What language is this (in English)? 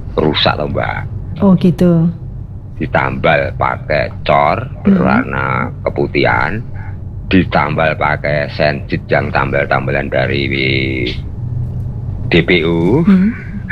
Indonesian